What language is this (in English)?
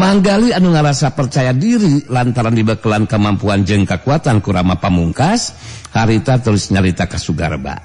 Sundanese